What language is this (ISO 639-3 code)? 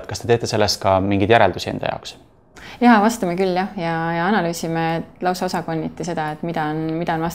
est